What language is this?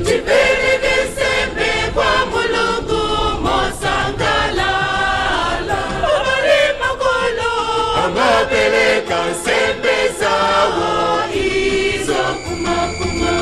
Nyanja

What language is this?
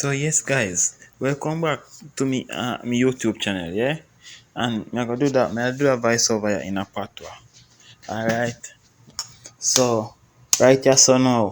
Jamaican Creole English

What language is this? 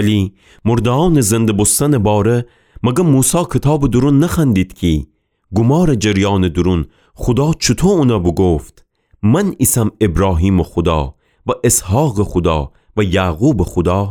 Gilaki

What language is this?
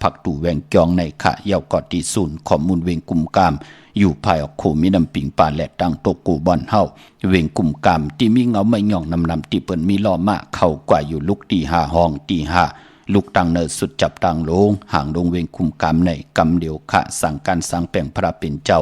Shan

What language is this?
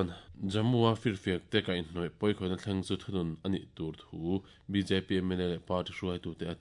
Mizo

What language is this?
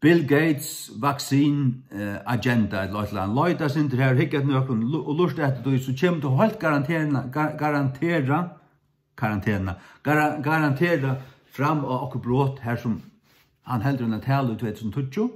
Faroese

